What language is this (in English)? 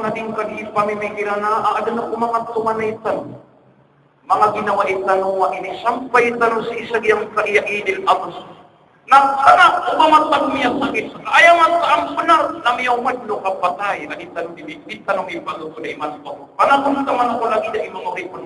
Maranao